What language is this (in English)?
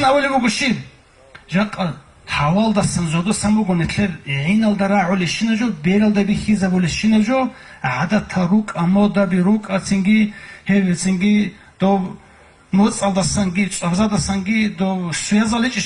Avaric